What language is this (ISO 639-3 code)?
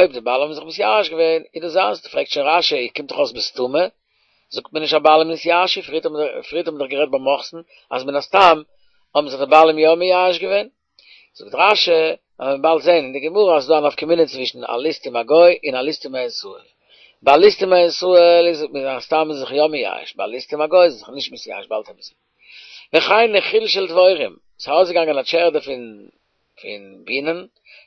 yid